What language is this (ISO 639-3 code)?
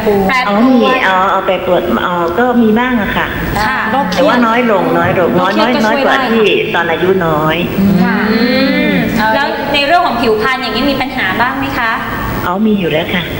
tha